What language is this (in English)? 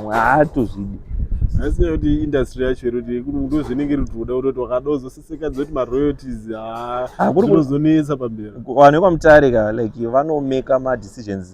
Shona